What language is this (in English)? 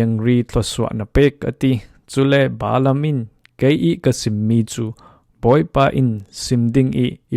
Falam Chin